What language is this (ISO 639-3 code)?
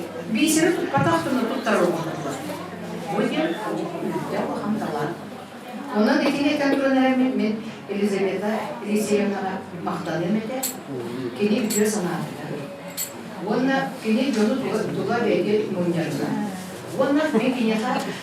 sah